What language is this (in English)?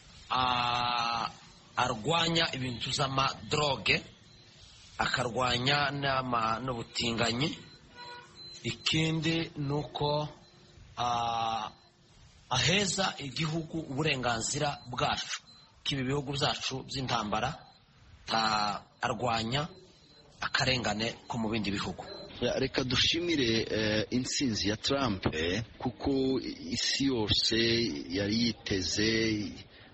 Kinyarwanda